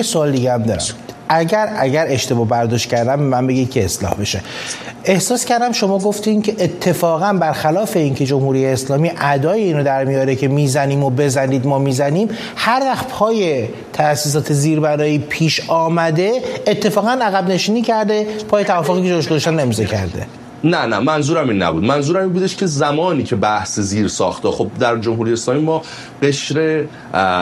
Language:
Persian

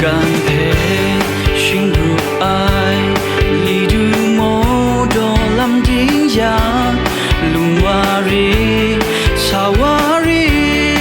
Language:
Kachin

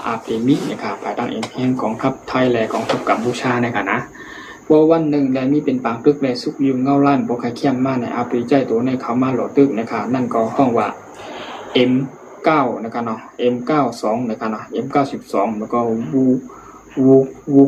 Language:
Shan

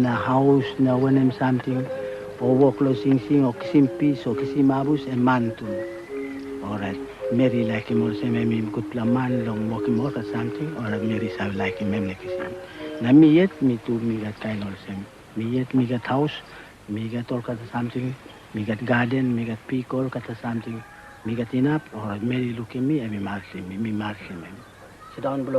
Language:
Tok Pisin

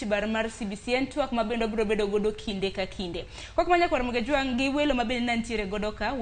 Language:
Luo (Kenya and Tanzania)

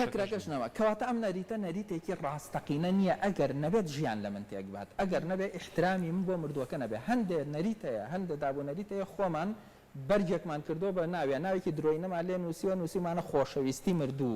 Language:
Central Kurdish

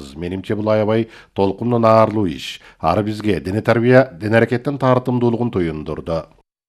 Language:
Kyrgyz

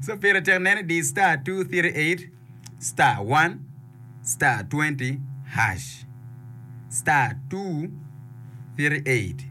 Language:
Acoli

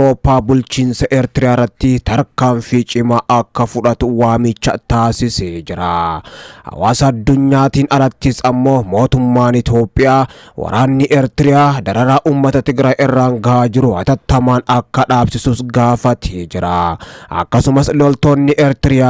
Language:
Oromo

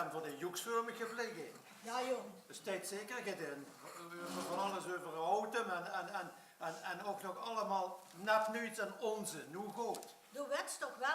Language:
Limburgish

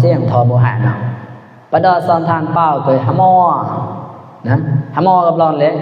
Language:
Mon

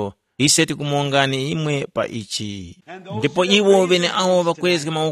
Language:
Tumbuka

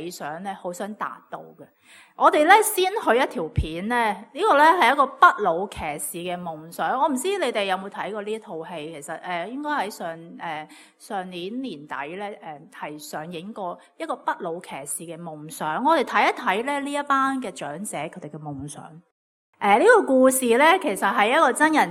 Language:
Cantonese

